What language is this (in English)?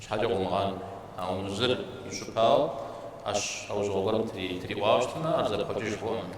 Kabardian